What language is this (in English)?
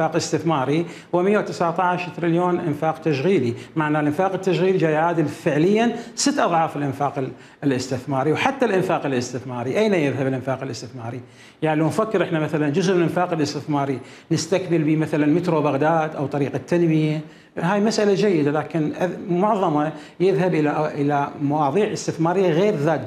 Mesopotamian Arabic